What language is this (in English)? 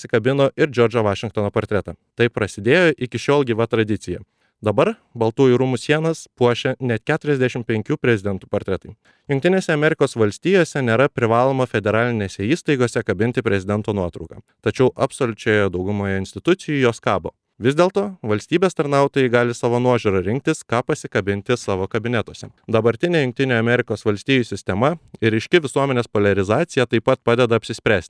Lithuanian